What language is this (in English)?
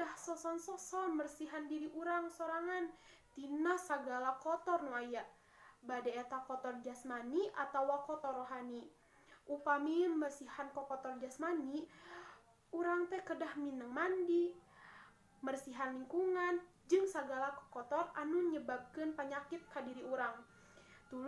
Sundanese